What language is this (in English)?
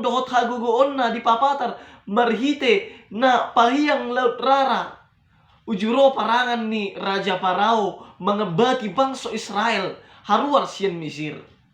Batak Toba